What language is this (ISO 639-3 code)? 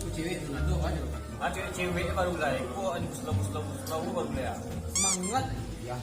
min